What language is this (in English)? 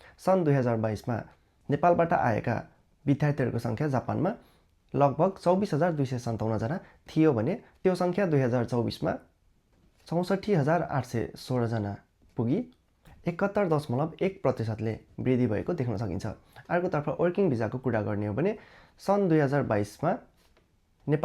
Nepali